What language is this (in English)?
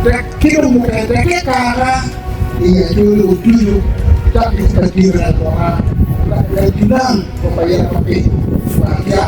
Acoli